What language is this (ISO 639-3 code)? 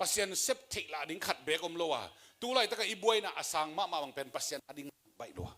ctd